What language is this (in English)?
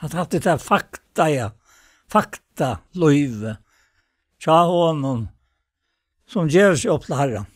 Faroese